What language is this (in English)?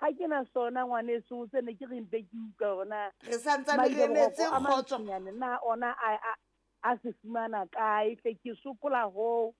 Southern Sotho